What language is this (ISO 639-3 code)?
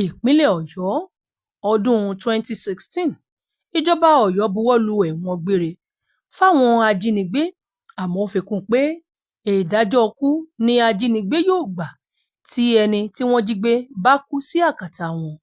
yor